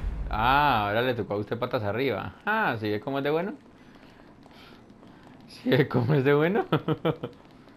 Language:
Spanish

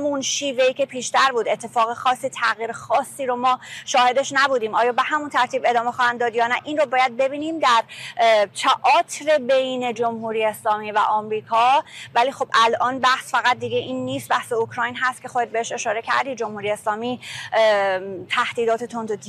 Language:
Persian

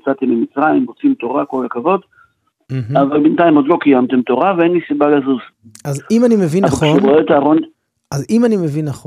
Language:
Hebrew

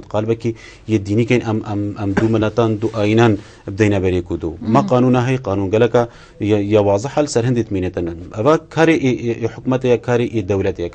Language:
Kurdish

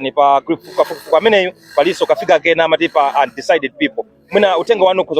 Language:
Nyanja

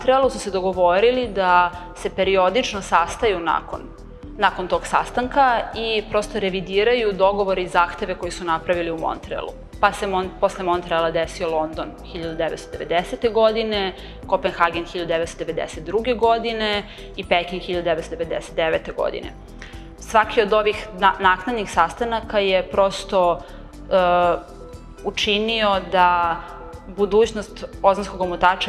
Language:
Serbian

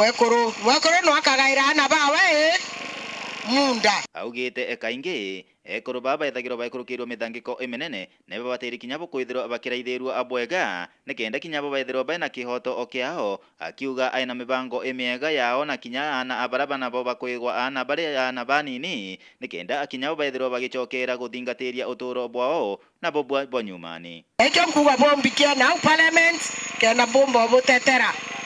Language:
Meru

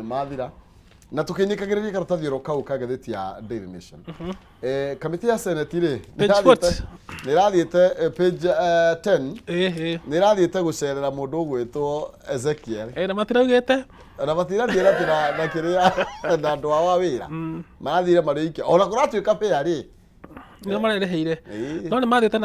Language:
Kikuyu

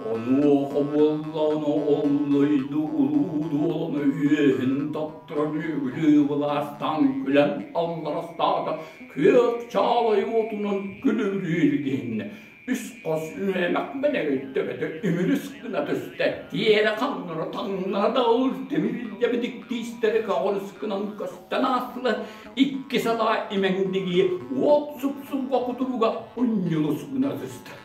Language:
Yakut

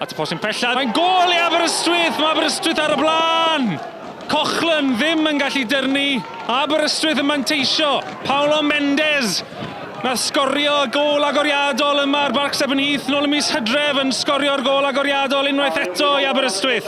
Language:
Welsh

